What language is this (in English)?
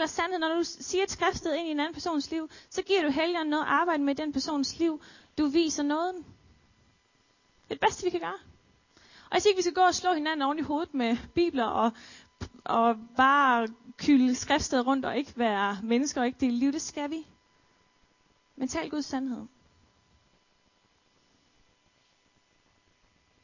Danish